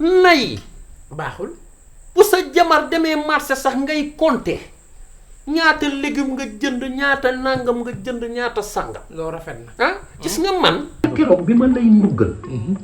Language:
Wolof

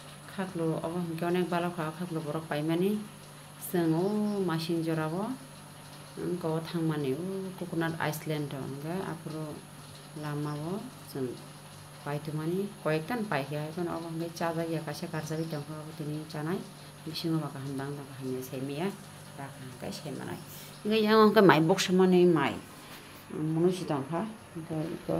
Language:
Kok Borok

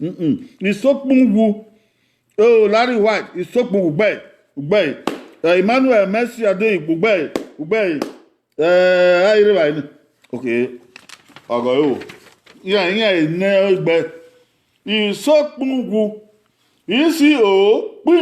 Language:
Bini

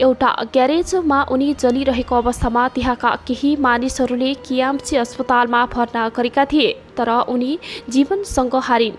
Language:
Nepali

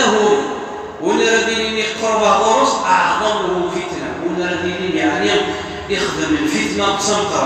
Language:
Kabyle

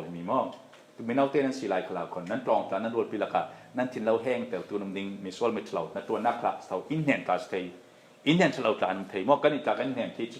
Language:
Falam Chin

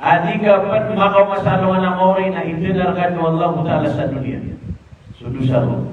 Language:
Maranao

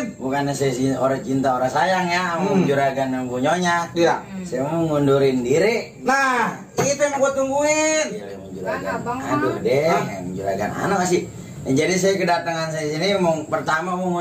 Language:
Betawi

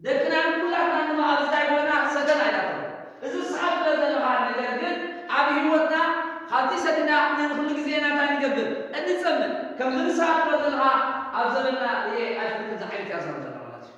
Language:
Tigrinya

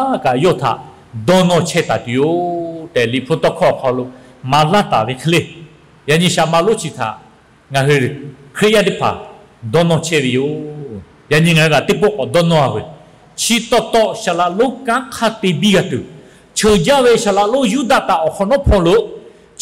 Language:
Lahu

